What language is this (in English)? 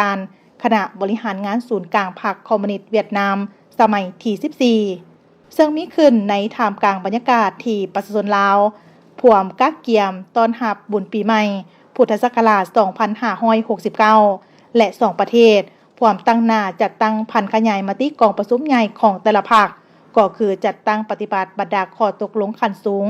Lao